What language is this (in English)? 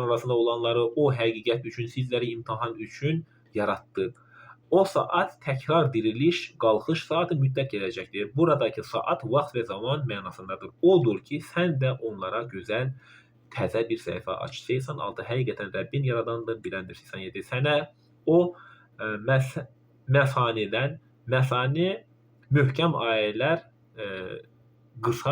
Azerbaijani